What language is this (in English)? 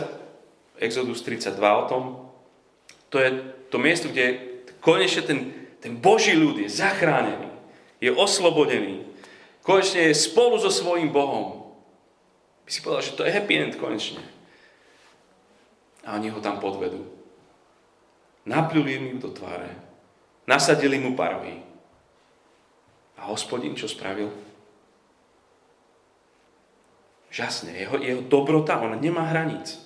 Slovak